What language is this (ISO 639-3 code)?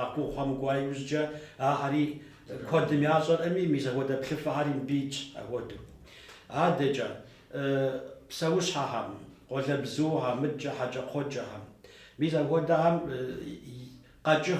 kbd